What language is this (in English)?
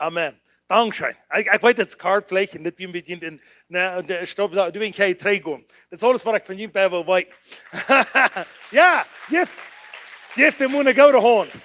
Plautdietsch